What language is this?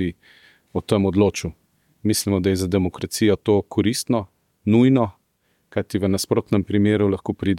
Slovenian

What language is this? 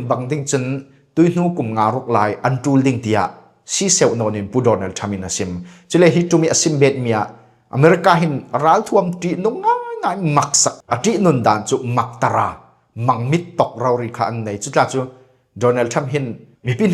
Falam Chin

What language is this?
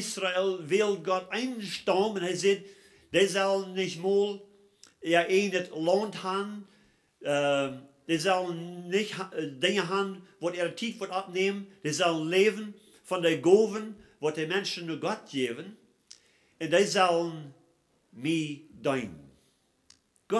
Plautdietsch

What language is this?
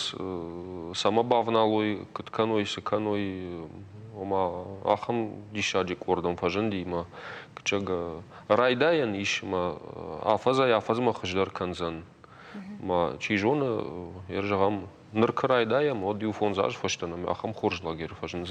Ossetic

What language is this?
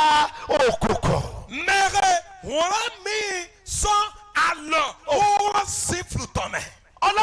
Yoruba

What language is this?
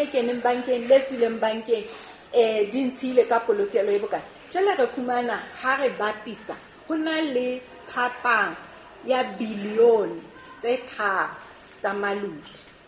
Southern Sotho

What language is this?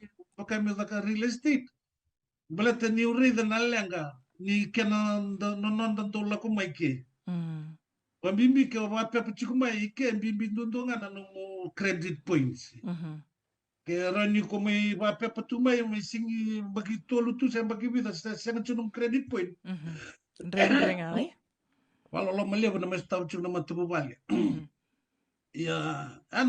Fijian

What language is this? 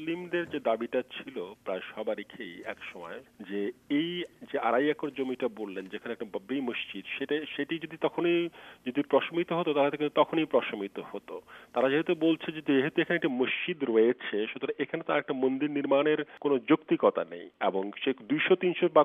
Bangla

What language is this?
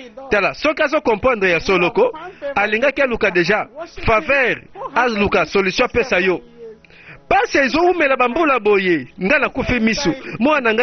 Lingala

